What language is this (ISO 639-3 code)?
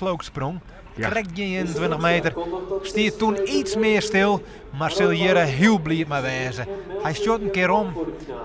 fry